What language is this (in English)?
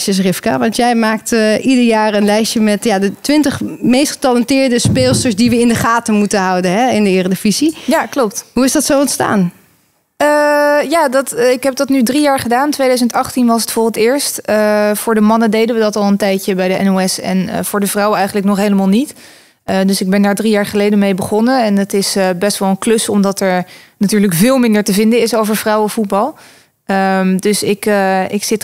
Dutch